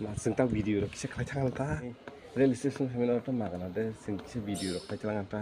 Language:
Kok Borok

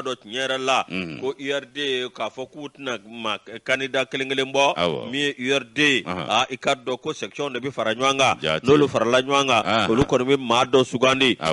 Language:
Bambara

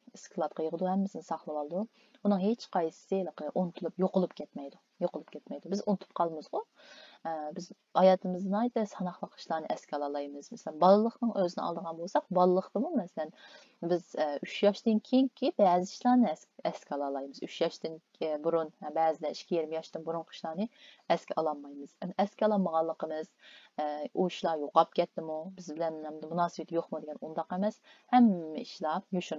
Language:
Uyghur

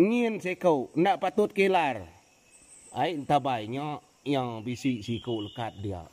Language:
Iban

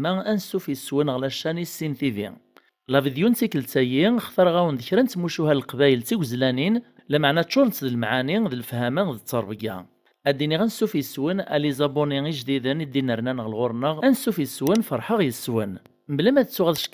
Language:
Kabyle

